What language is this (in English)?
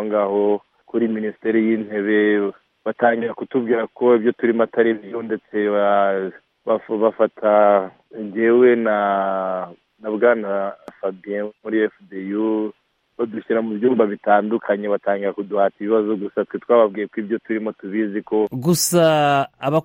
Kinyarwanda